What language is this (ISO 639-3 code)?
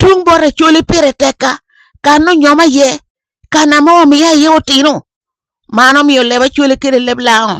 laj